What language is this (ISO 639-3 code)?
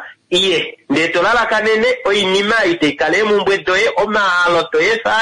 kua